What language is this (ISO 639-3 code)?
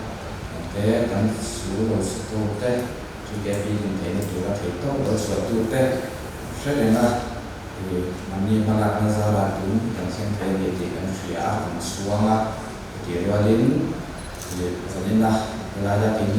lus